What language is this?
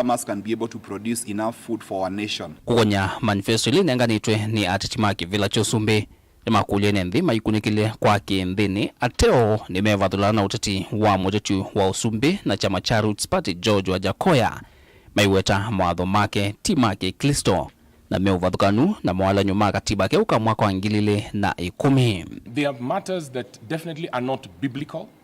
Kamba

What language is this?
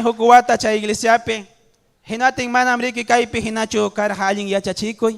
Ayacucho Quechua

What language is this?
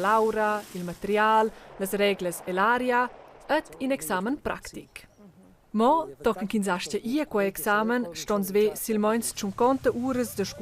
Romansh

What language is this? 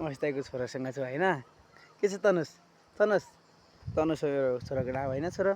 Nepali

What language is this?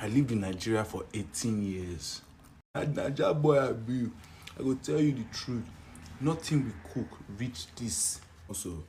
Jamaican Creole English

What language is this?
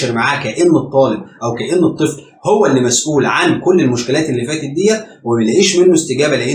Egyptian Arabic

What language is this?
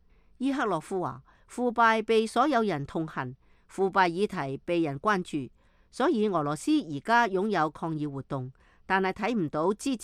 Cantonese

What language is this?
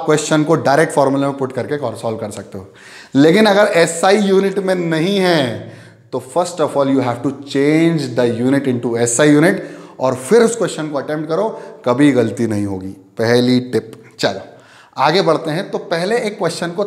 Hindi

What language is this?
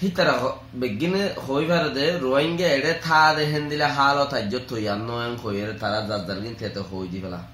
Rohingya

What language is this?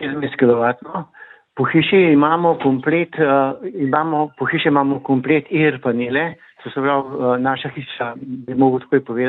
Slovenian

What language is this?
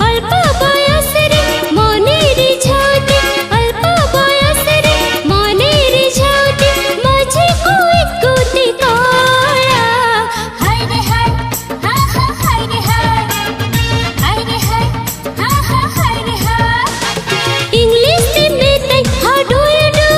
Santali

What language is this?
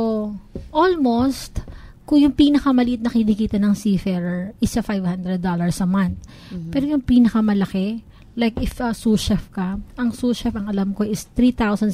Filipino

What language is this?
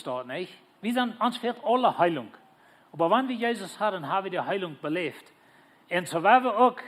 Plautdietsch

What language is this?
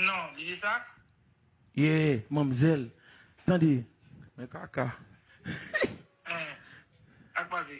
Haitian Creole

